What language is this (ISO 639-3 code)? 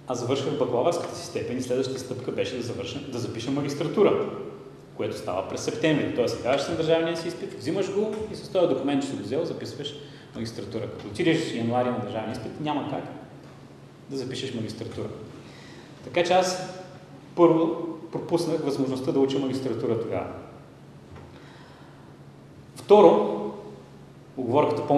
bul